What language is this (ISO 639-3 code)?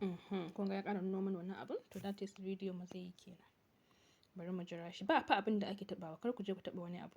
hau